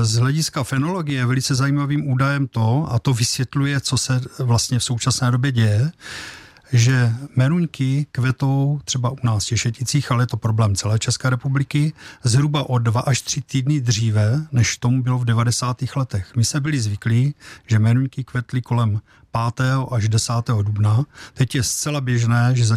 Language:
Czech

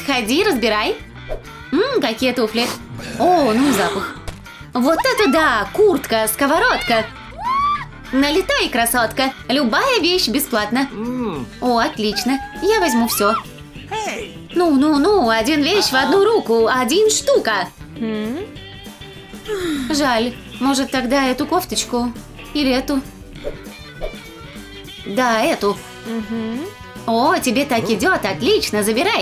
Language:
Russian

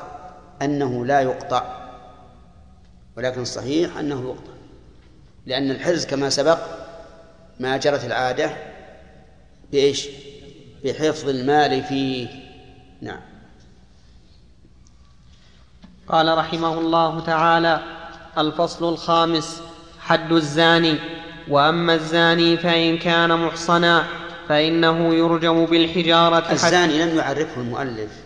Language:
Arabic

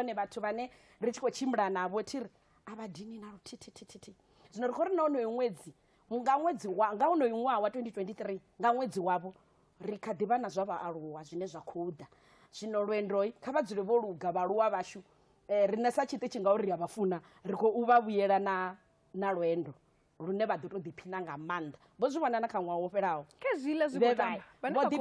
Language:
Venda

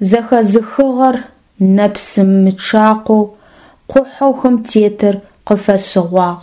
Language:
Adyghe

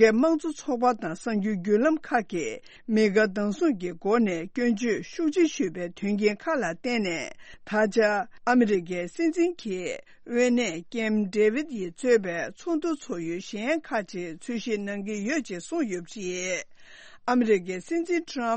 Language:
Tibetan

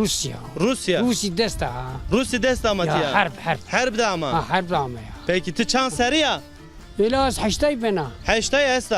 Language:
Zaza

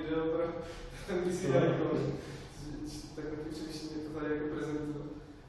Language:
Czech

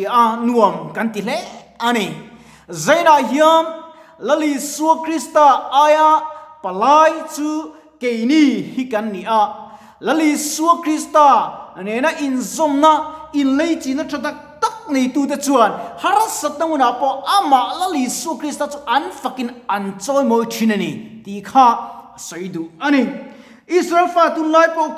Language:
Mizo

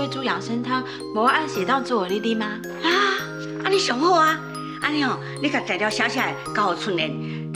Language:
Min Nan Chinese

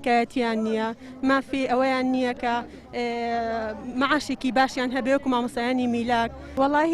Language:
Central Kurdish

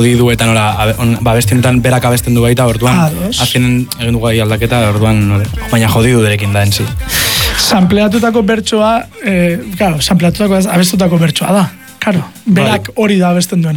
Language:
Basque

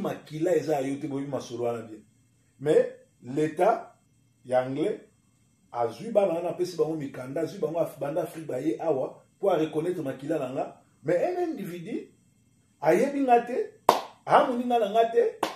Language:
Lingala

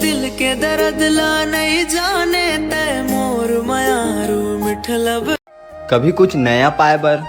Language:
Chhattisgarhi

